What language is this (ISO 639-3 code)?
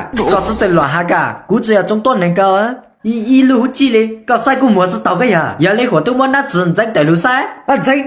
hmn